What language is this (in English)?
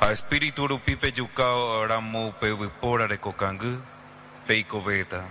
Guarani